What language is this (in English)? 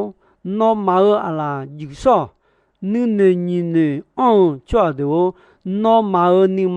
Akha